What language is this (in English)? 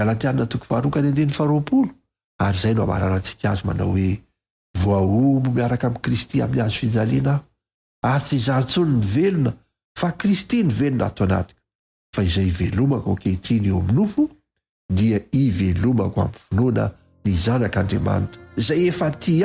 Malagasy